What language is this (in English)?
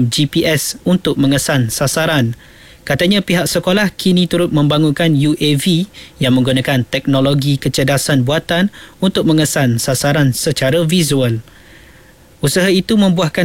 Malay